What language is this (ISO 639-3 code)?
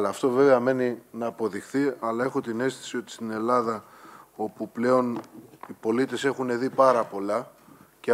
ell